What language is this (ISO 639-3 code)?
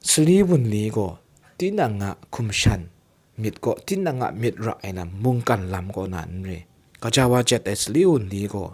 kac